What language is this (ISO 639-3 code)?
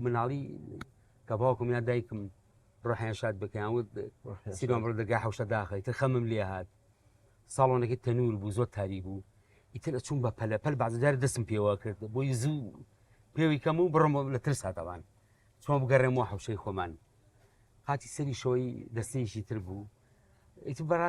ckb